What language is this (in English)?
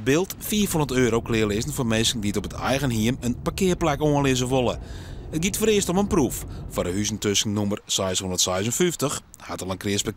Western Frisian